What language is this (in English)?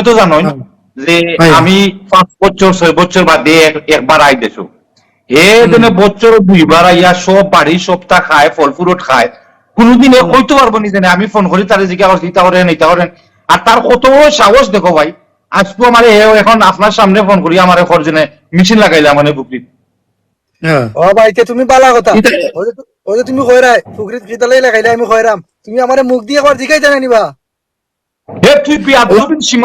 Sylheti